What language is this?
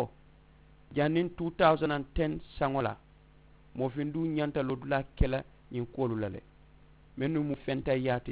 Mandingo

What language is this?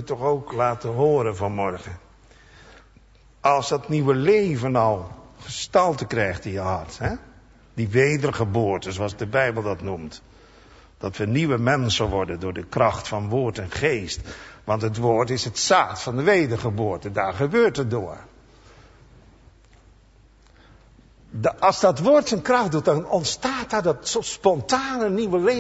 Dutch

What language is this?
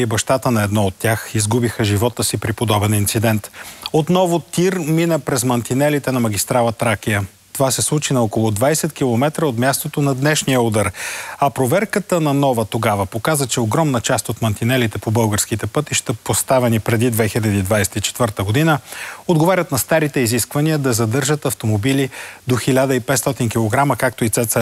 Bulgarian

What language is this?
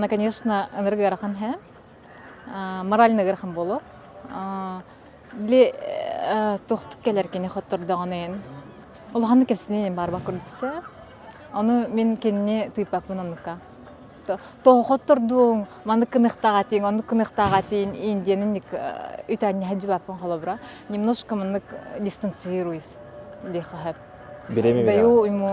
Yakut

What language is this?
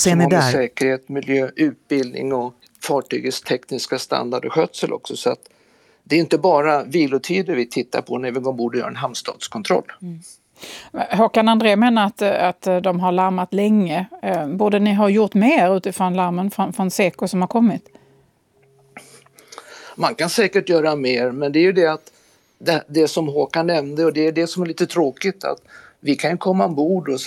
Swedish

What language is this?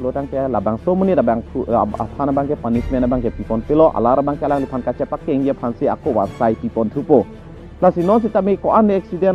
Karbi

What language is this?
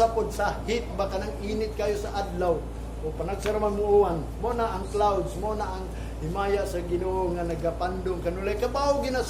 Cebuano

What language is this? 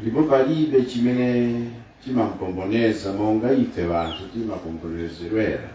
Nyanja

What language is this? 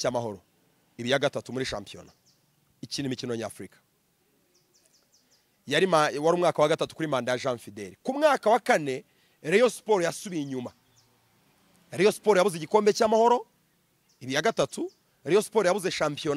Kinyarwanda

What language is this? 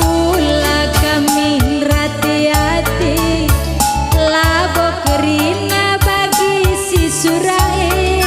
Batak Karo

